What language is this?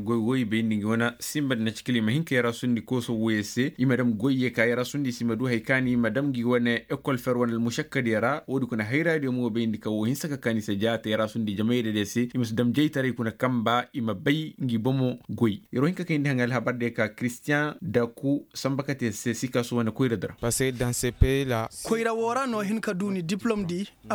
Koyraboro Senni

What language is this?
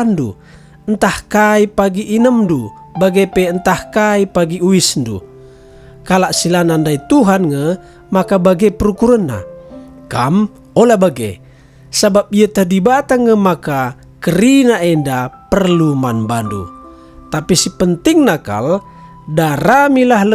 Batak Karo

